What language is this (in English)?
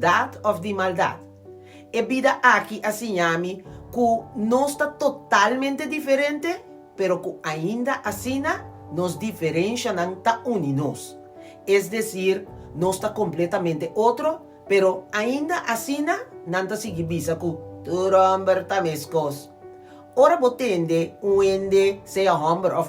Papiamento